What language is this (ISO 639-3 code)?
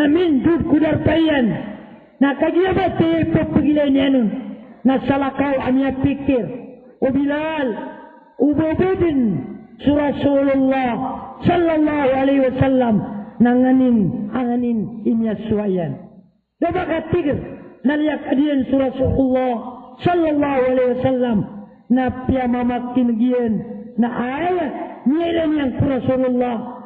mrw